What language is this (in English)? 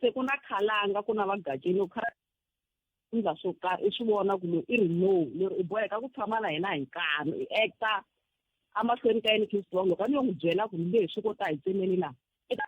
Tsonga